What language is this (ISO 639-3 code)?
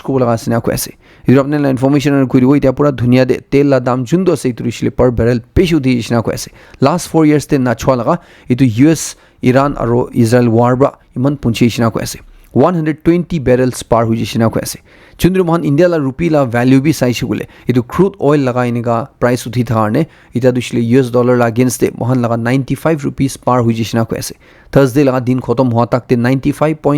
nag